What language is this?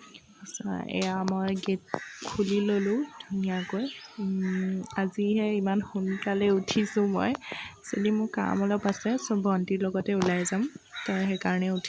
Assamese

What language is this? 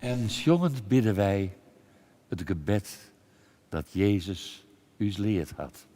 Western Frisian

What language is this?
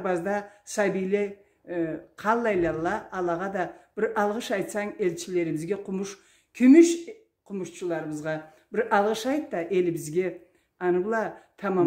Karachay-Balkar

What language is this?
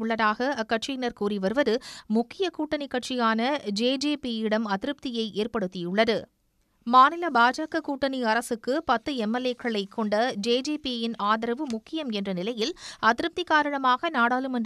Tamil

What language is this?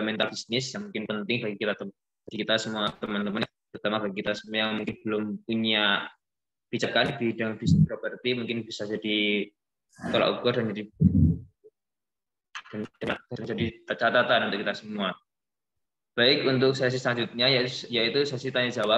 Indonesian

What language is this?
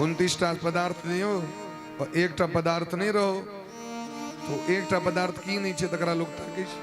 Maithili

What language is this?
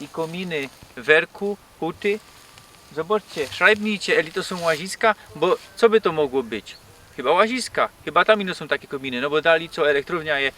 Silesian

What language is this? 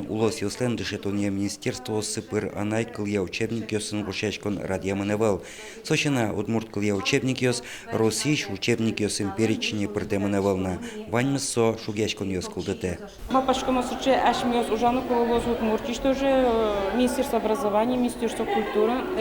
Udmurt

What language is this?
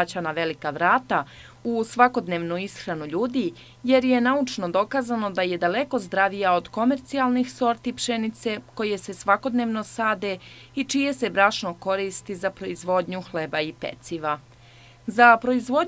Serbian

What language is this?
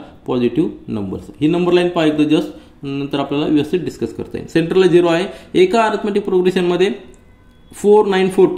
Marathi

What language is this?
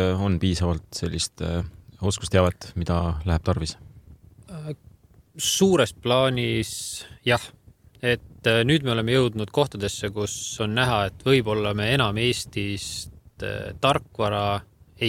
Estonian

